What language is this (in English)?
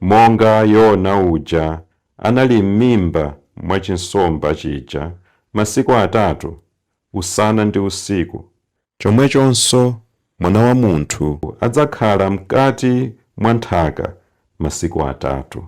Nyanja